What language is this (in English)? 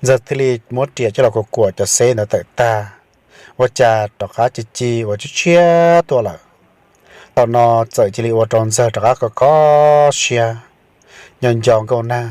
Hmong